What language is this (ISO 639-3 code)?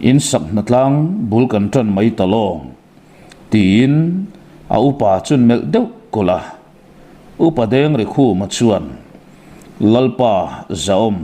lus